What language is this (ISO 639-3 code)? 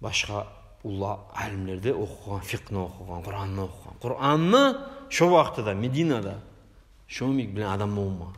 kum